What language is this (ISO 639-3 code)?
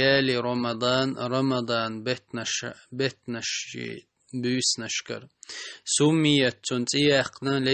che